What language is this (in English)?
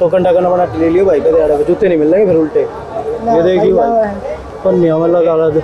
Haryanvi